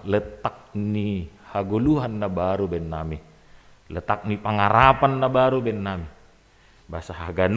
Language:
Batak Simalungun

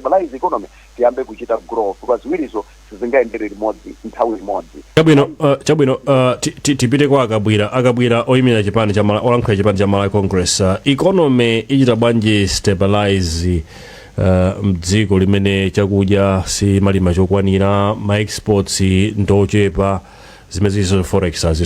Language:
Nyanja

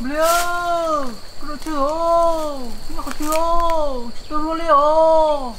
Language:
Hmong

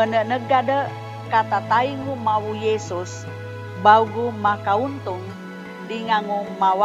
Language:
Sangir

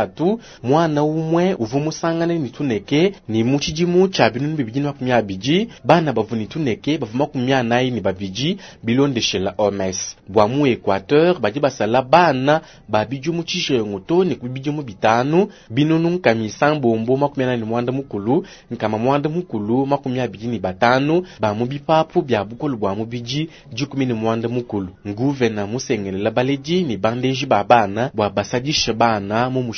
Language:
Luba-Lulua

